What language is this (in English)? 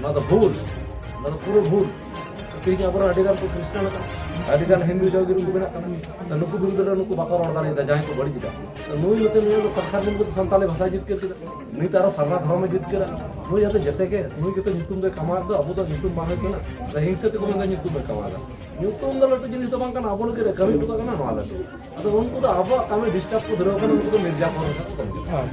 Santali